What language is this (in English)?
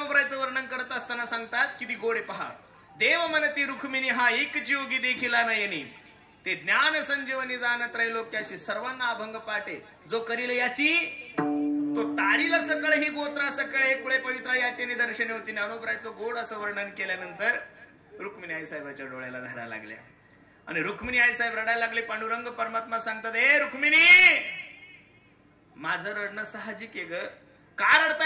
Marathi